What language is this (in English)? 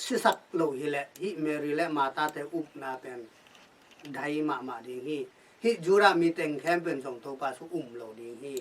Tedim Chin